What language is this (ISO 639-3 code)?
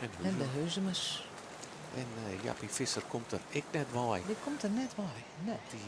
fry